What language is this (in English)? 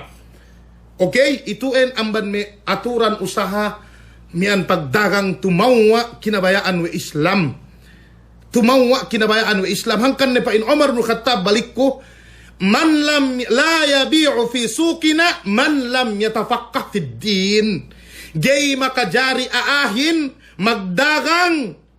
Yakan